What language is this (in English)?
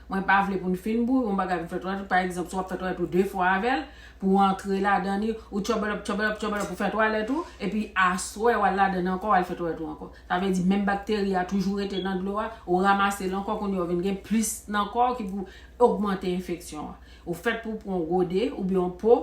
Haitian Creole